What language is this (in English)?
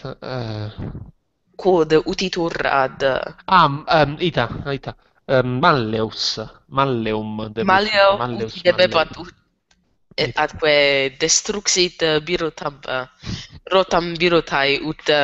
Latin